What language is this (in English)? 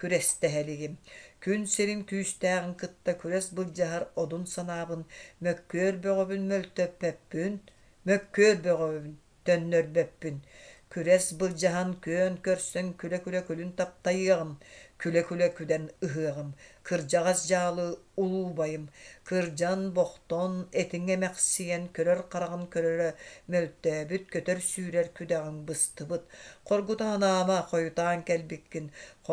Yakut